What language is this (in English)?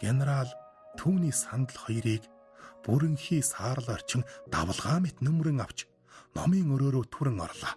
Mongolian